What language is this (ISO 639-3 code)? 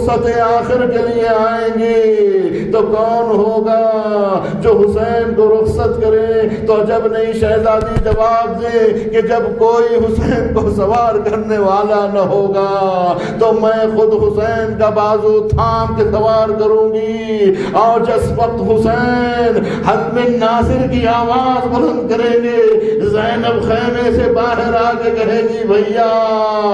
urd